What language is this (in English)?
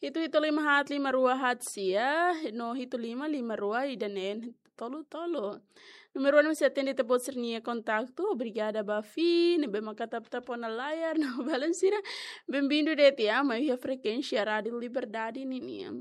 Tetum